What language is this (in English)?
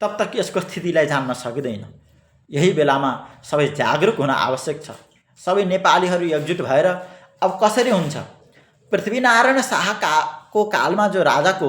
Nepali